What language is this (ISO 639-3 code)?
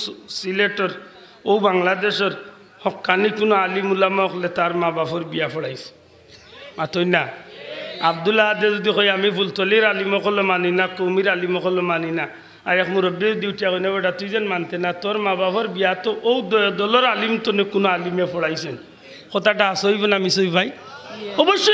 syl